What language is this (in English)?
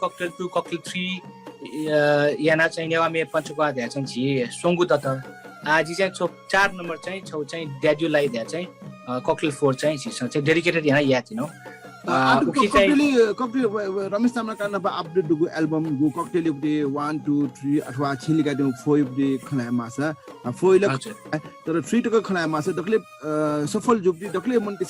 Newari